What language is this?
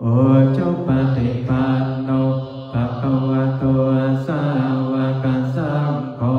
Pali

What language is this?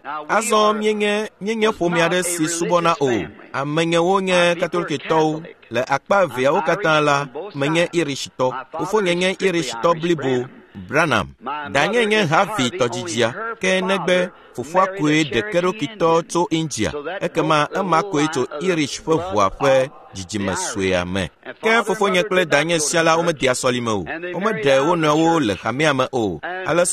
Ewe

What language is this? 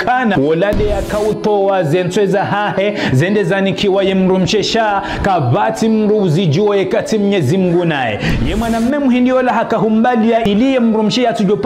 Ngazidja Comorian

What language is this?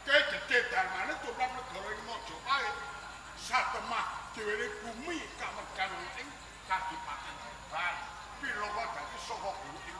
Javanese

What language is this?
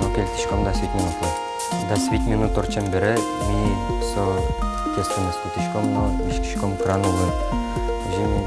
Udmurt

